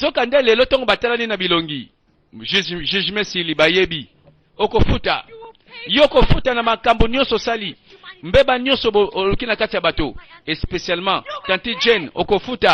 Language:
Lingala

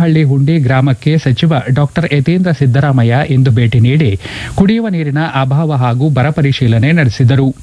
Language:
Kannada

